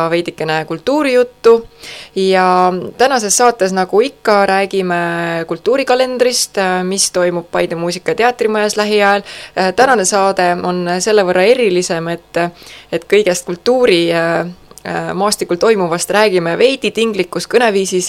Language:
Estonian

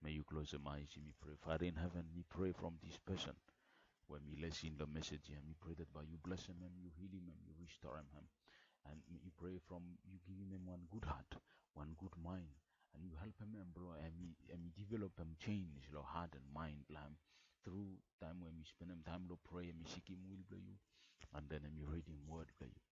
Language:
Bislama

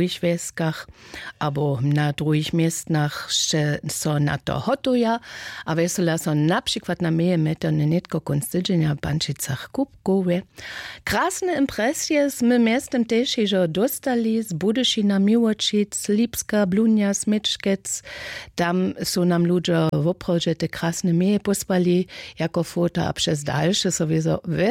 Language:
Upper Sorbian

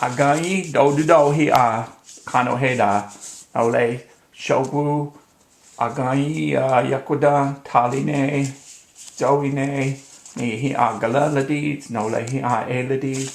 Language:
Cherokee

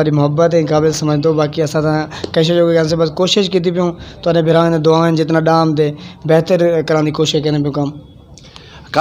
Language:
Saraiki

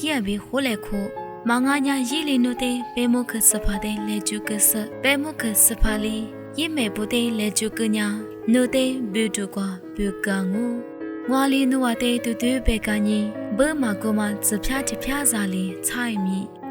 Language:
Lisu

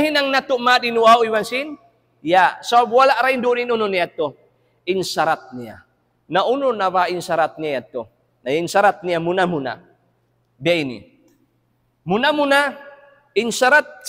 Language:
Tausug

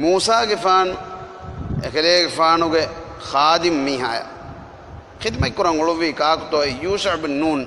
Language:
Divehi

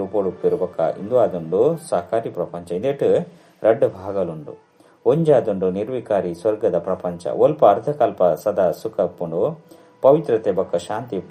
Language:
Tulu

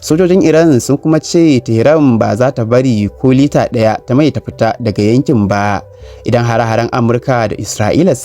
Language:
Hausa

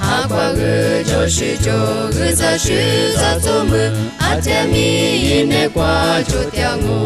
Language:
Lisu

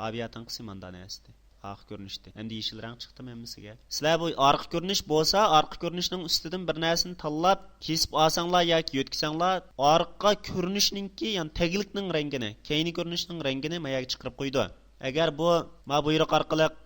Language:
Uyghur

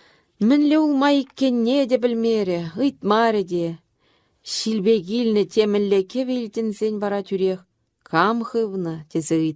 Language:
Chuvash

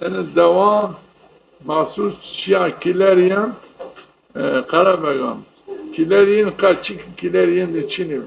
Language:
Zaza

